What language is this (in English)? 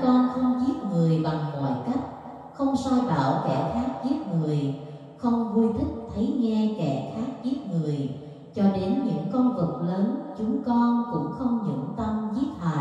Vietnamese